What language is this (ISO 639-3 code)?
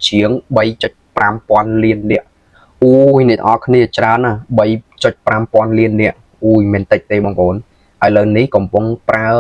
khm